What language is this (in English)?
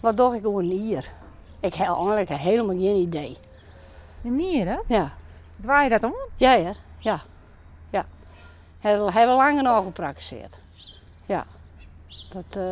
Western Frisian